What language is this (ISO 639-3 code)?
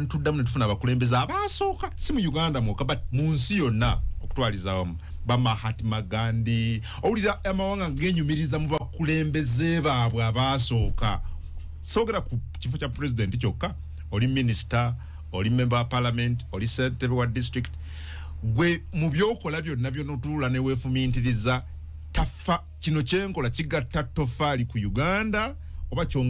lug